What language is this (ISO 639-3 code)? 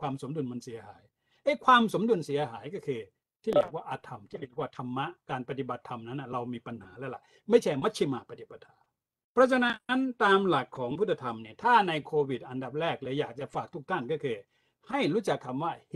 tha